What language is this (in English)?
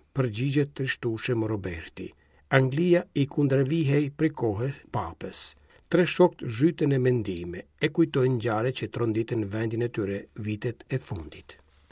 Albanian